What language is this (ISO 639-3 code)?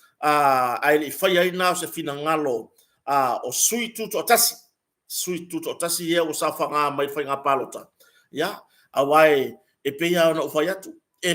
smo